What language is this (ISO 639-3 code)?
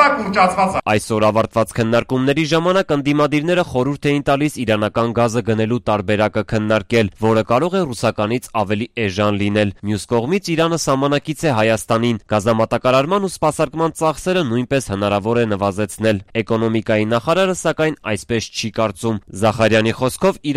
hye